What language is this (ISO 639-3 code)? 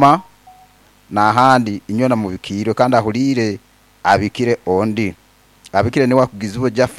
nyo